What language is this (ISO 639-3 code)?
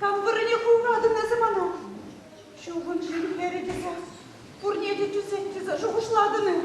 chv